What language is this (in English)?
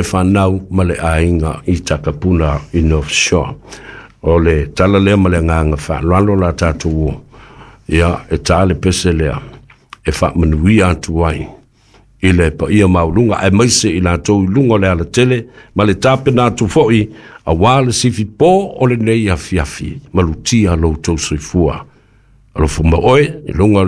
Samoan